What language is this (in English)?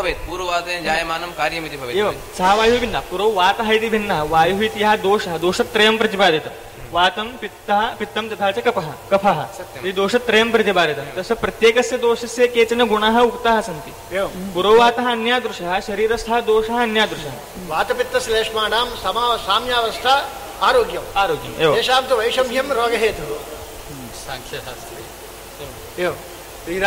Sanskrit